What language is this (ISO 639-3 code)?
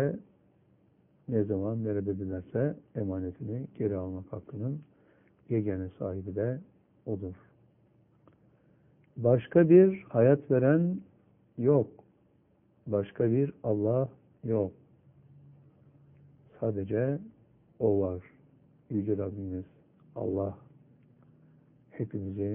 tur